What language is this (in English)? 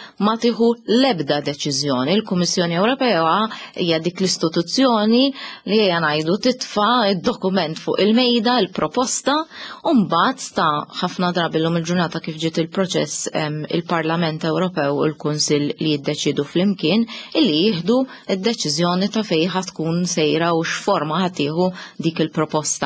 Maltese